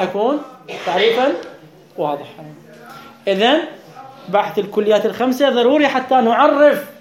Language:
Mesopotamian Arabic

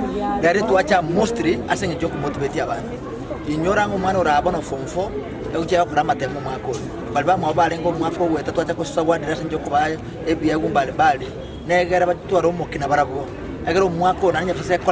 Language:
Gusii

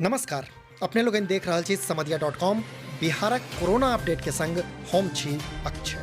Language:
Maithili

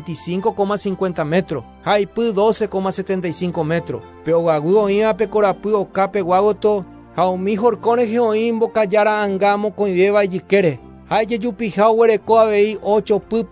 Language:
Guarani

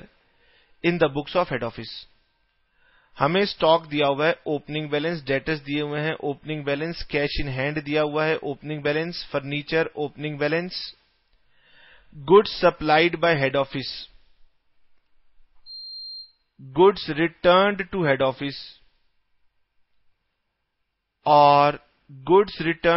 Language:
Hindi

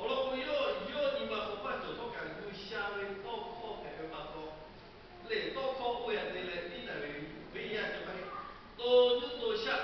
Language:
Lahu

